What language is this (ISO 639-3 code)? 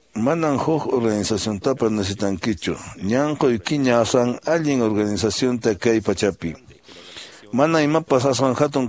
que